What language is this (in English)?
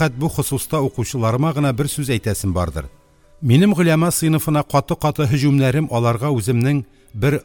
Tatar